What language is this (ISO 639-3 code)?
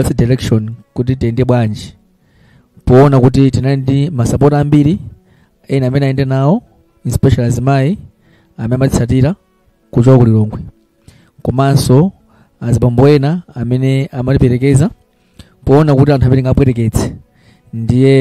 nya